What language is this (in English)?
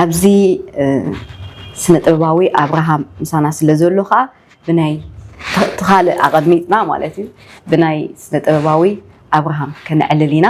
Tigrinya